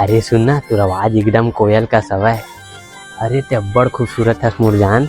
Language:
Chhattisgarhi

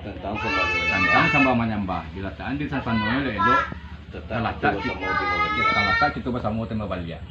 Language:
Minangkabau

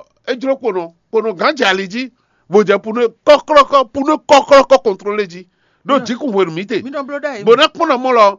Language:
Fon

